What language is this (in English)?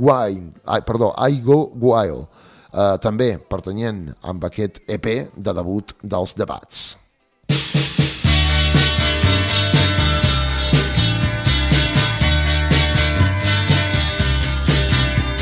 Catalan